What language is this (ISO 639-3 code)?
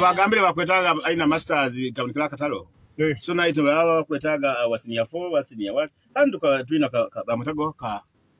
nyo